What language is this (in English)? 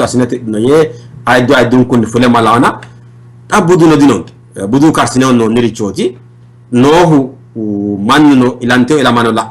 Sidamo